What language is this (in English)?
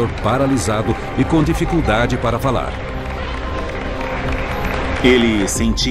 Portuguese